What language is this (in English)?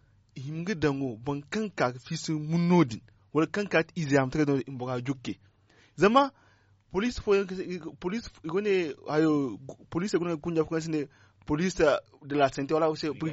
Zarma